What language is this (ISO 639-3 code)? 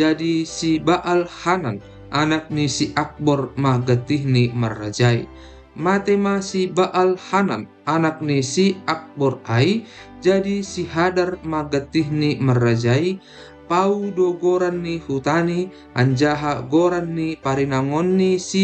bts